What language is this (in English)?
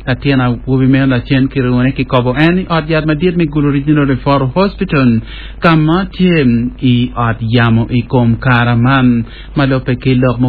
Acoli